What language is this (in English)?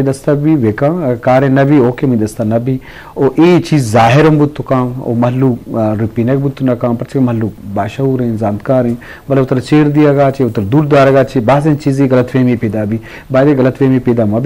Eastern Balochi